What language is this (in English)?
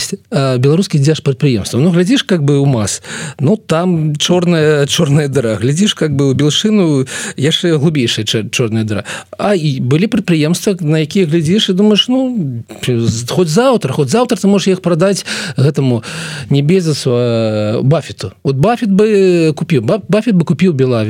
Belarusian